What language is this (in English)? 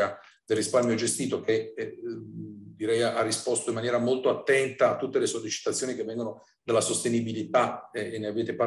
Italian